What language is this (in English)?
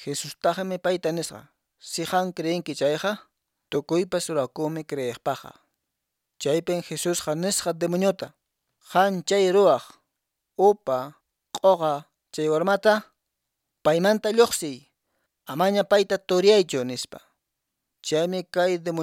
Quechua